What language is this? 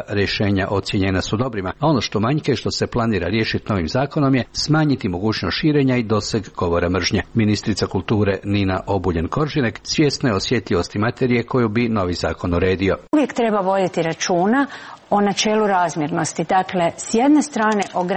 Croatian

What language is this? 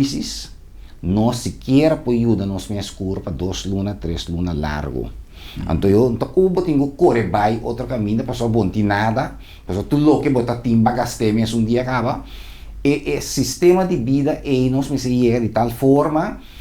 Papiamento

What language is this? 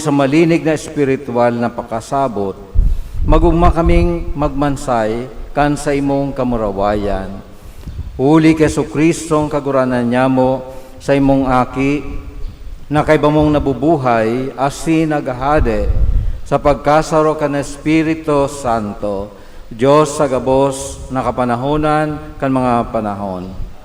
Bikol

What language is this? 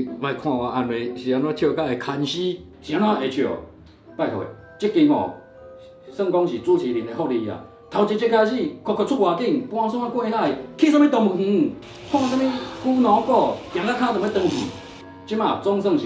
Min Nan Chinese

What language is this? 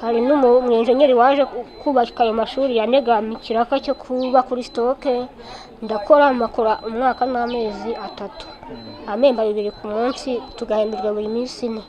Kinyarwanda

